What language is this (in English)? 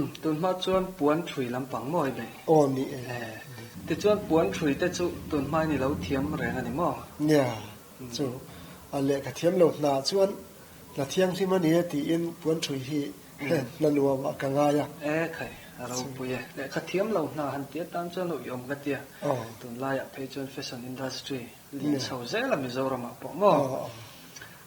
Mizo